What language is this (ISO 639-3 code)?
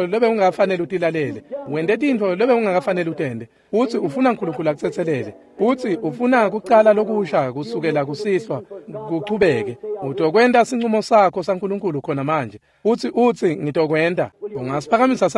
ssw